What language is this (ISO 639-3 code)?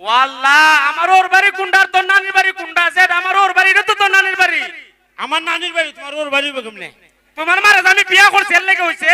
syl